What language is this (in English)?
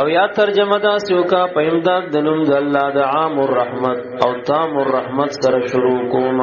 Pashto